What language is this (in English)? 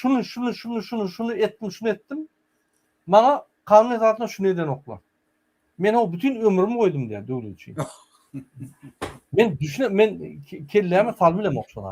Turkmen